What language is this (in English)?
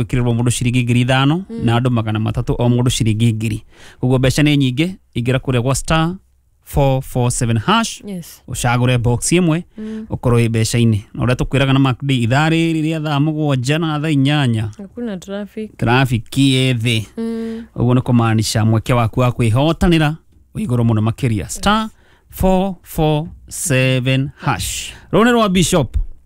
Kikuyu